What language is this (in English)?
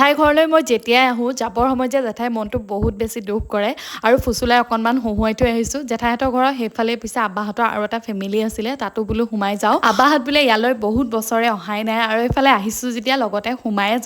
Assamese